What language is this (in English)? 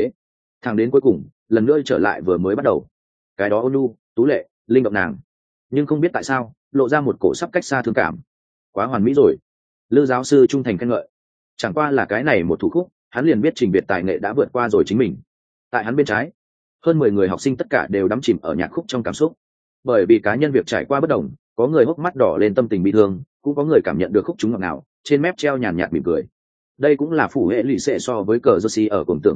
Vietnamese